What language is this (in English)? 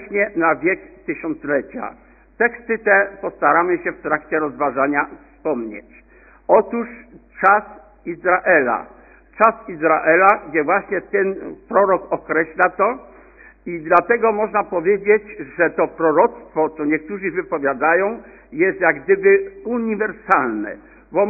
Polish